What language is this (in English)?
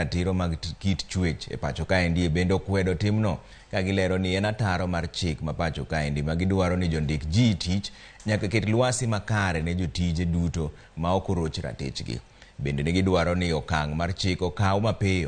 Luo (Kenya and Tanzania)